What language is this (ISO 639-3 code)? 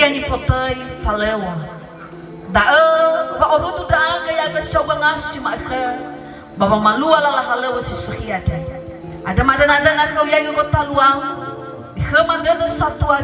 nia